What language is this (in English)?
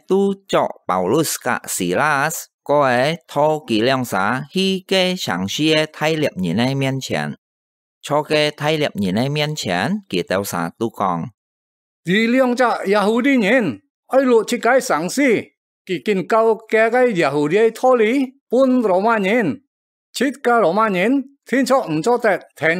Hakka Chinese